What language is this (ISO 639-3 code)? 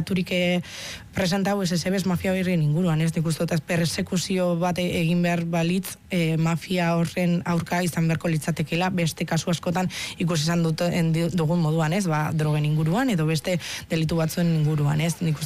eus